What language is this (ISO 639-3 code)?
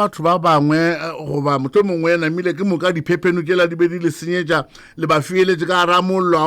nso